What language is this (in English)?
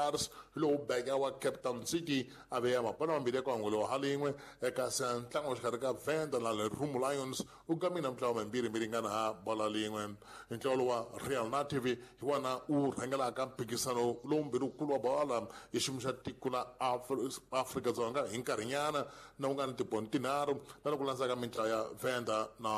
Tsonga